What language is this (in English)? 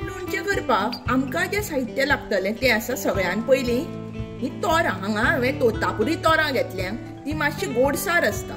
Konkani